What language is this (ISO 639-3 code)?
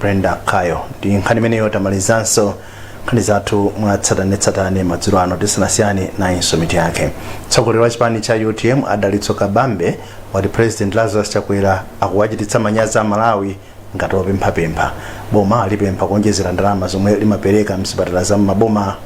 nya